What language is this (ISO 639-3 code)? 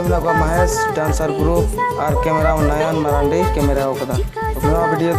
sat